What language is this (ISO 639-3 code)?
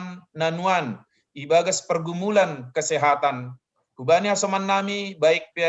bts